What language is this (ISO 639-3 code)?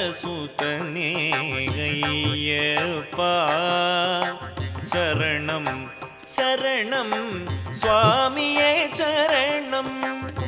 tam